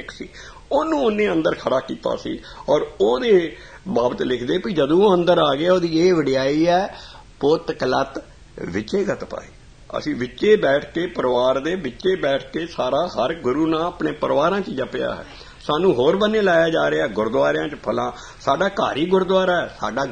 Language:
Punjabi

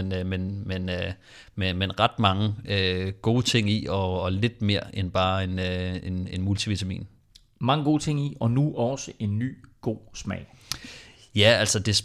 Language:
Danish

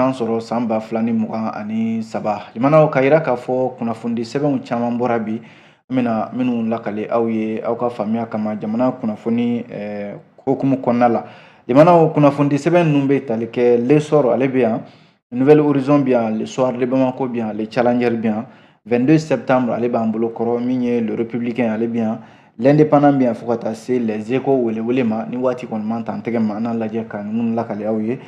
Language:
Bambara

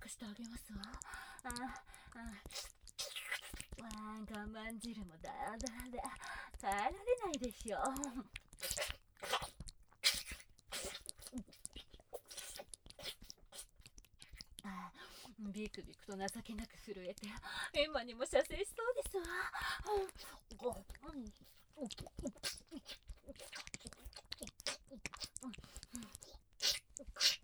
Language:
Japanese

